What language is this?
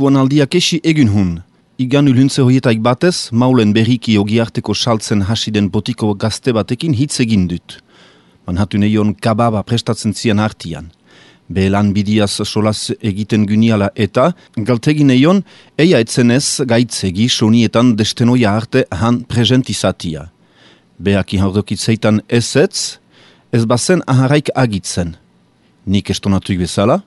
Basque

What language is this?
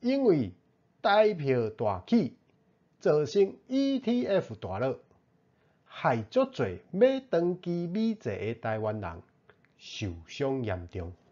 Min Nan Chinese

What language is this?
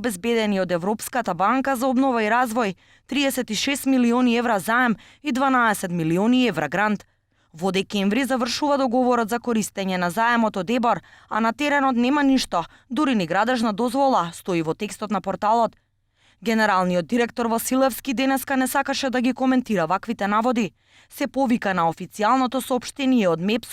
Macedonian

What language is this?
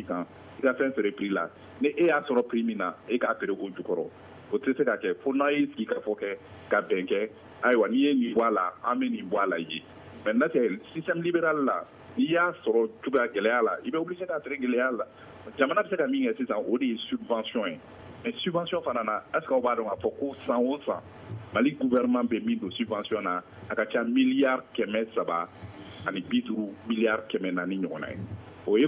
Bambara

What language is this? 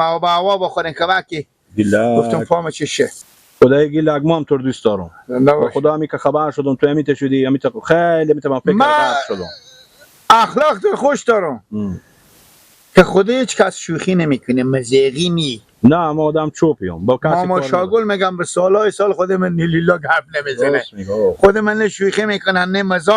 Persian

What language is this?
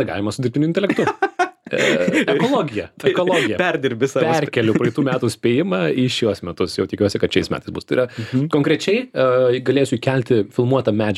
Lithuanian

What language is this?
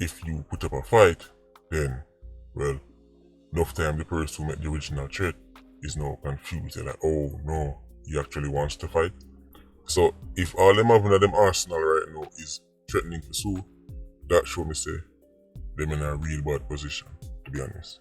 Jamaican Creole English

